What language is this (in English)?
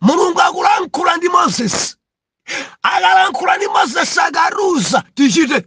Nyanja